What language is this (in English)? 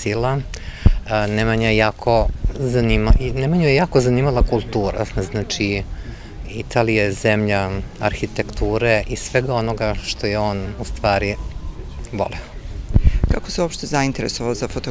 Serbian